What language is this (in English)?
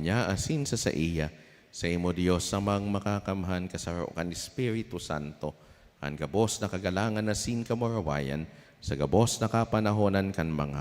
Bikol